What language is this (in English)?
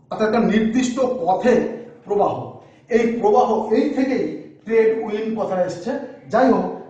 Bangla